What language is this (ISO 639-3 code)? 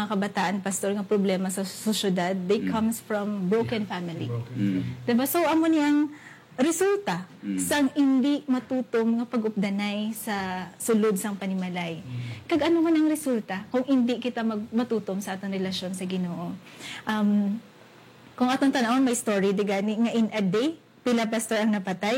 hil